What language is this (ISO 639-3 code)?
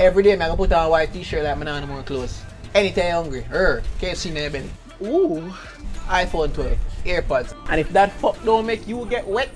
jam